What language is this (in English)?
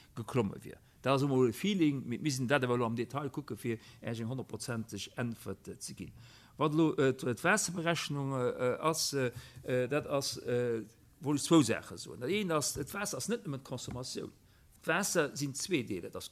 Luxembourgish